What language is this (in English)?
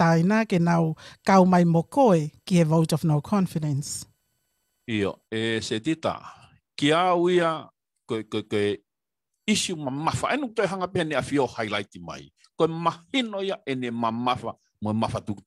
Tongan